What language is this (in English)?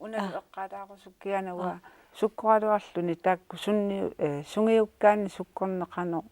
Kalaallisut